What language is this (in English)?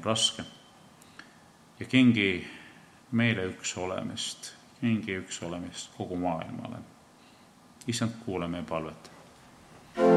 Estonian